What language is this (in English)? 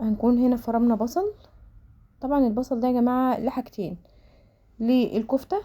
Egyptian Arabic